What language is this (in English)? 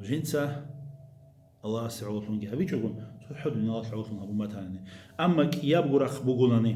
Avaric